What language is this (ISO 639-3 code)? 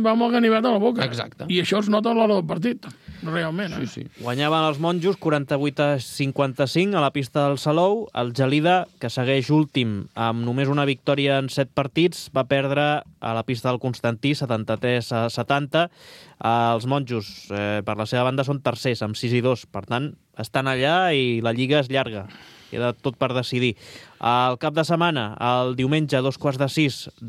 cat